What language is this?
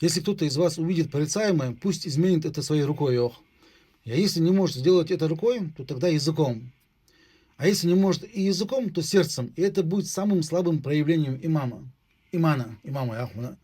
Ingush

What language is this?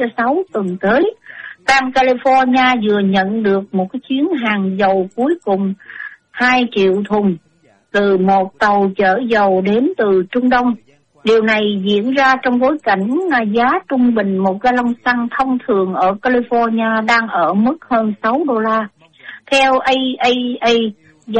Vietnamese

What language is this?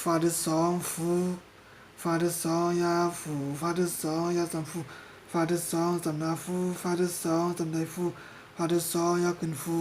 Shan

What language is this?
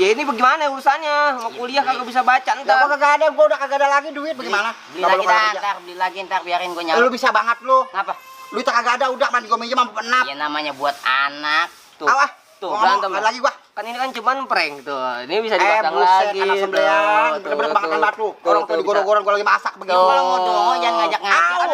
Betawi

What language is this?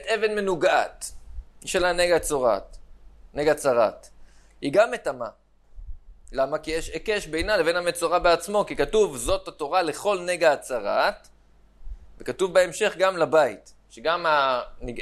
Hebrew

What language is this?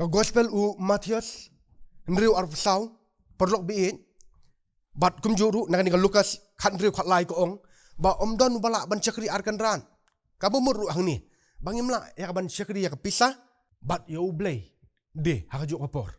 Khasi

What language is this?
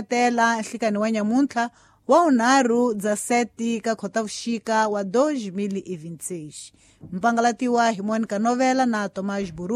Tsonga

